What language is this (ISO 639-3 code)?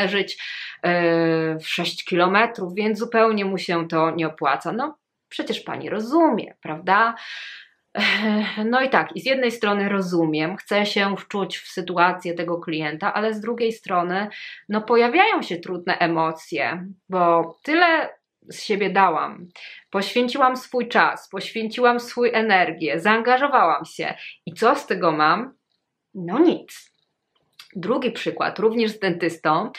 pol